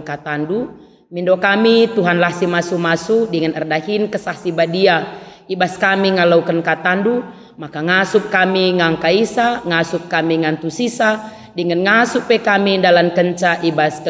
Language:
Batak Karo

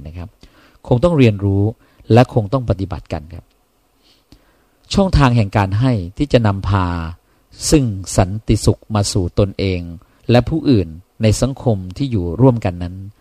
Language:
Thai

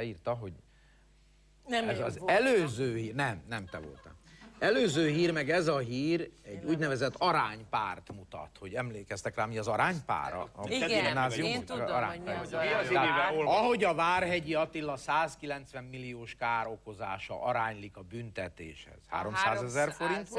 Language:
Hungarian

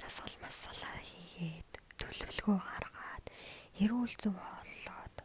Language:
Mongolian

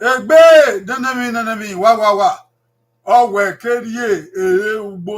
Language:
Bini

